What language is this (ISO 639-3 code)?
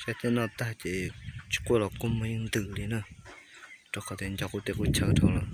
hmn